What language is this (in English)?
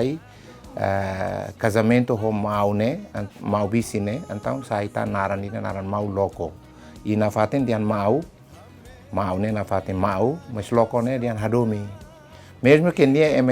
Tetum